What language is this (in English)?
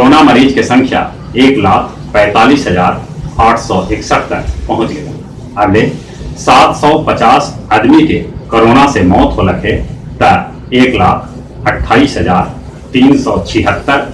Magahi